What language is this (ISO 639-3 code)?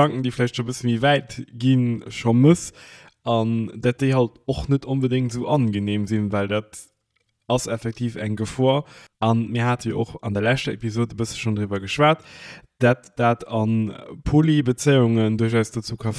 ltz